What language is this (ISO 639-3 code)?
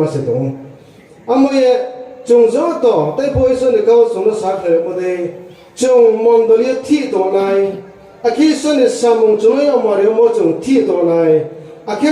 ria